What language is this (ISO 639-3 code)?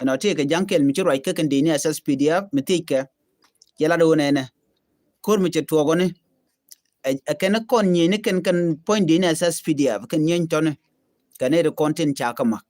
nus